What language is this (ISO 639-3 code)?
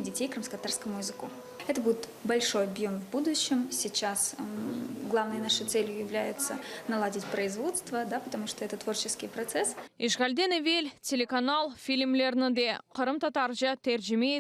crh